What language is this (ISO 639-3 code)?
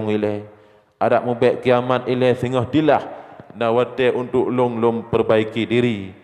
ace